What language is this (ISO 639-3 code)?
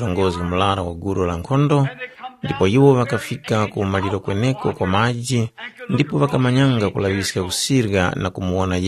tum